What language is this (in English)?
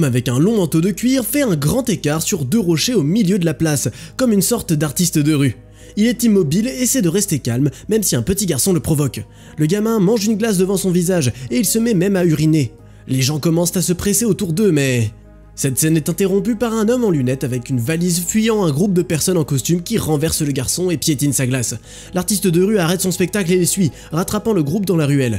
French